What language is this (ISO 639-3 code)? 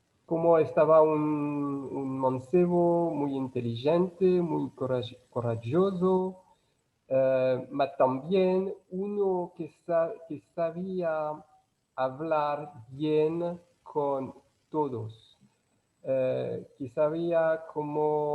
lad